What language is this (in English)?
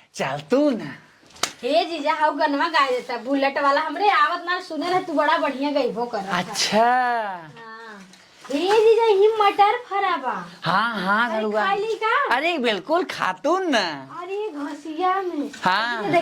Awadhi